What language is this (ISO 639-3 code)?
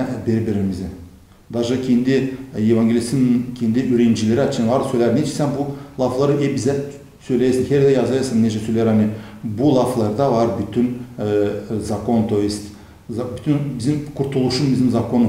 gag